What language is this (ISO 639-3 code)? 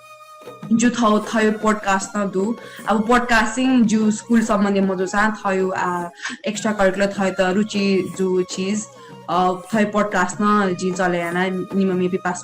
new